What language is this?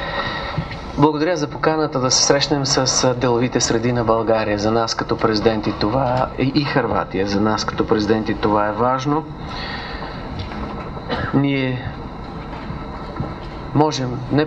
Bulgarian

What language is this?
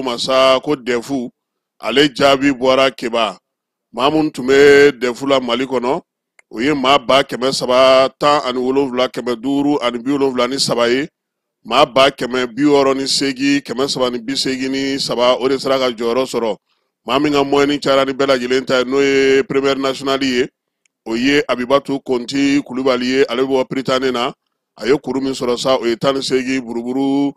Bambara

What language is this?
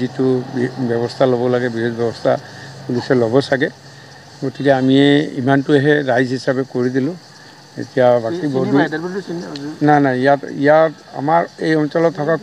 Assamese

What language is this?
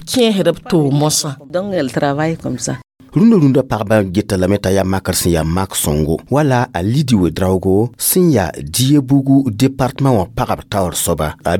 Mossi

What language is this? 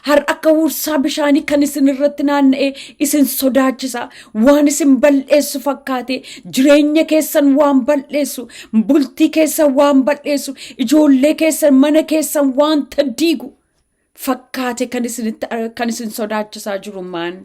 Oromo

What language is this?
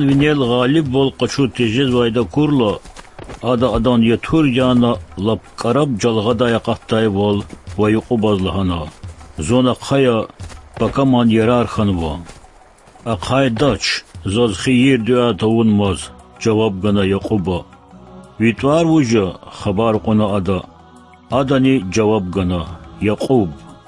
Lezghian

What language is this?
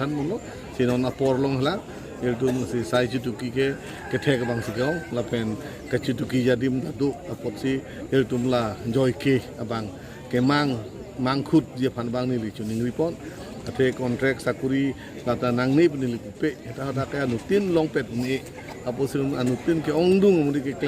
Karbi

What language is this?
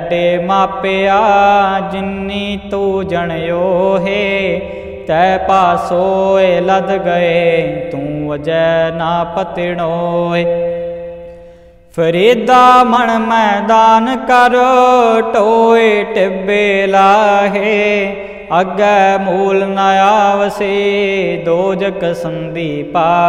Punjabi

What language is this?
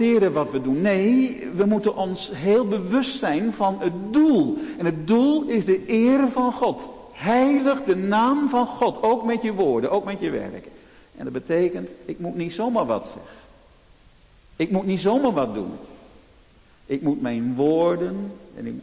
Dutch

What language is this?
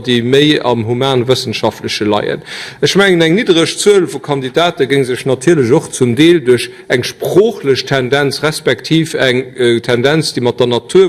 Luxembourgish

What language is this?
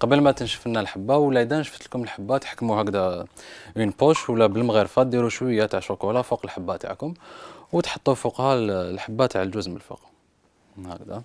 Algerian Arabic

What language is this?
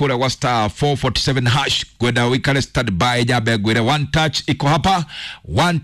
Kikuyu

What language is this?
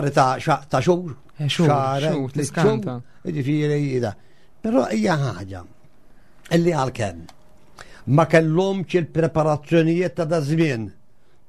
Maltese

